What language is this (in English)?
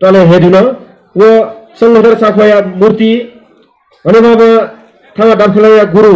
Newari